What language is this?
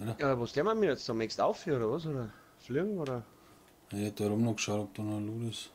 Bavarian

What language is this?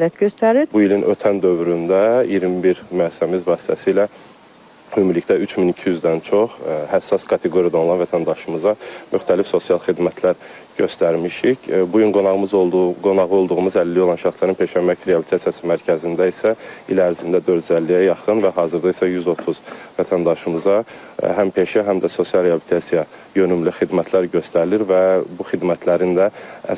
Azerbaijani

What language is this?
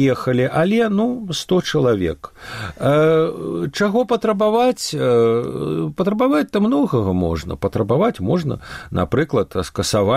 Belarusian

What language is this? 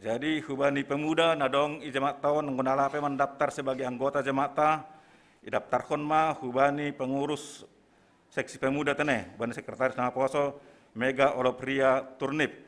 Batak Simalungun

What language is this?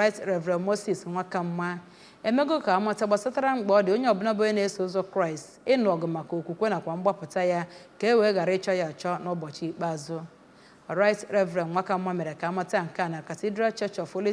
Igbo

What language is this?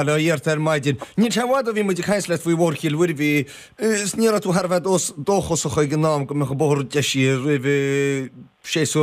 Irish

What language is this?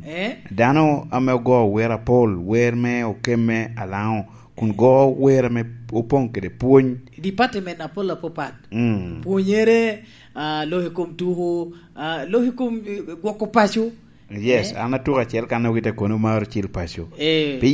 Lango (Uganda)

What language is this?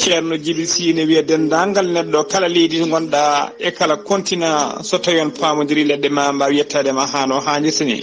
Fula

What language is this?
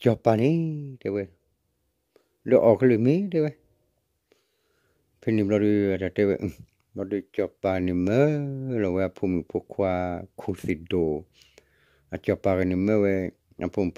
S'gaw Karen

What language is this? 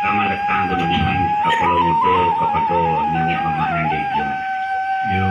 Minangkabau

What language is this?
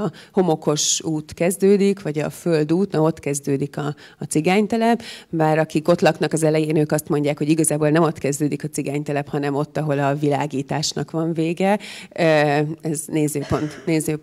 Hungarian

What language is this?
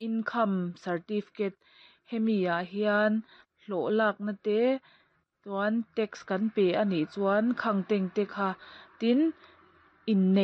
Mizo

